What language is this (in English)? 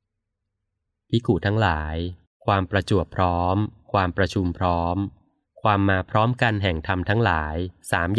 Thai